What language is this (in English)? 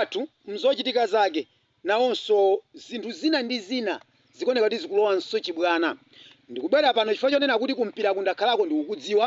Nyanja